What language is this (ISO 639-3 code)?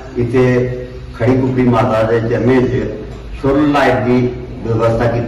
doi